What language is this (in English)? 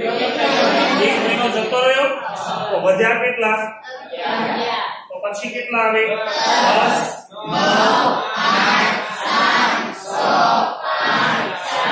Gujarati